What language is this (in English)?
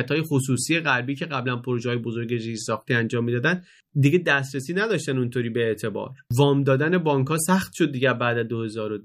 Persian